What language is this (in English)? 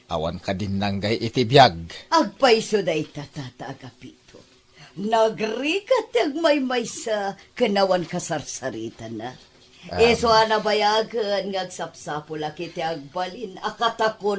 Iloko